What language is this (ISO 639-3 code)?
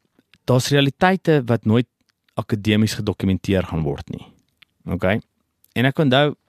afr